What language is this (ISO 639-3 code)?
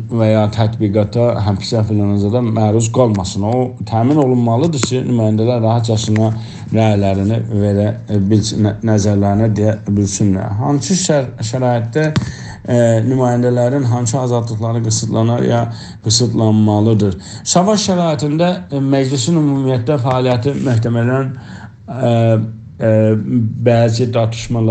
azb